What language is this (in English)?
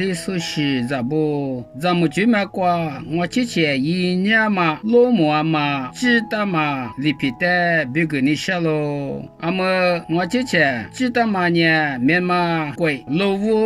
Lisu